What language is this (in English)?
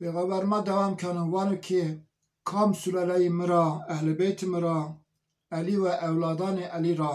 Zaza